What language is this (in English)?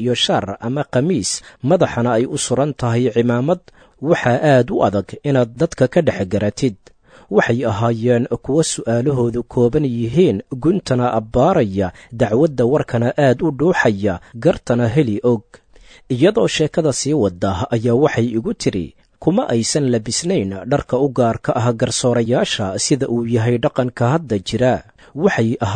Somali